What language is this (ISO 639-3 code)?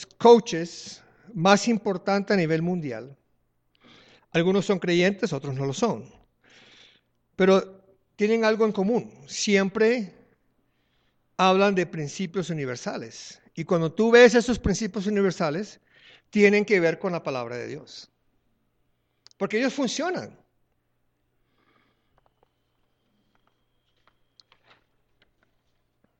spa